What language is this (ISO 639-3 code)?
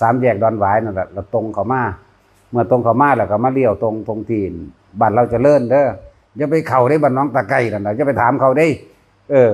tts